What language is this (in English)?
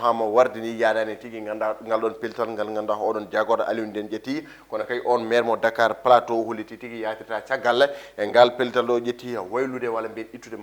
Fula